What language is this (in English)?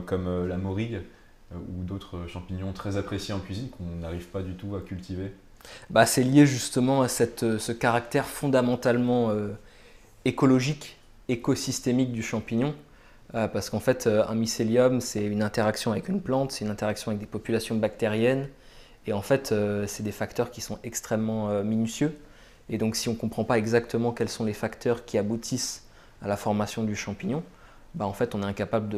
French